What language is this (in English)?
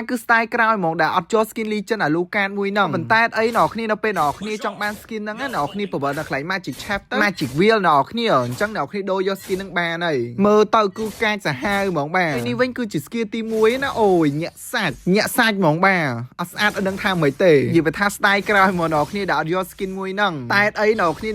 Khmer